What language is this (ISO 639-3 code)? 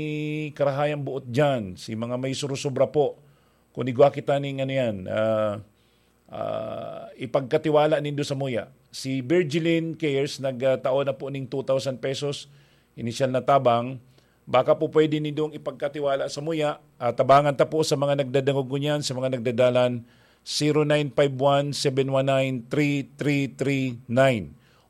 bik